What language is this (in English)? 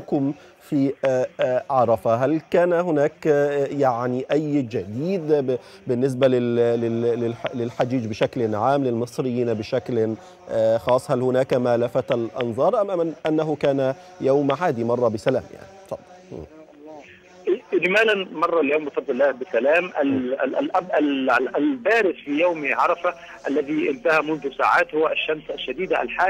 Egyptian Arabic